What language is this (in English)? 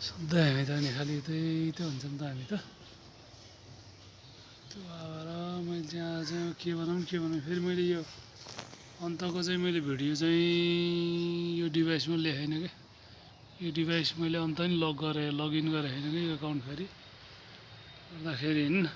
Nepali